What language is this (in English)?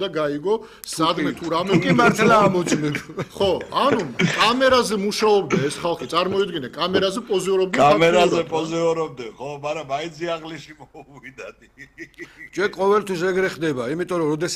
Georgian